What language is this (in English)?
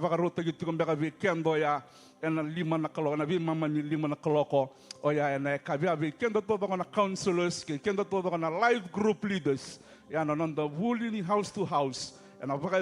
Fijian